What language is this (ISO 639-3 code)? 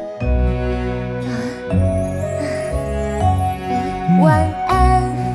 zho